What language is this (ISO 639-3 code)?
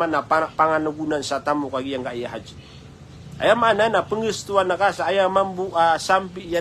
mrw